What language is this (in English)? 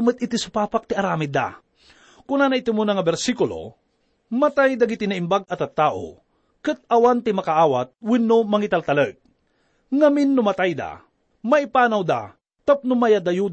Iloko